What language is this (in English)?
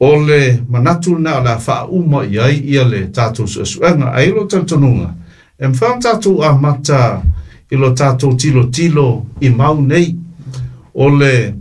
Samoan